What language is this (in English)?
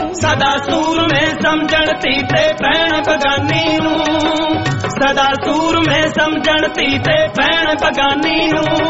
Punjabi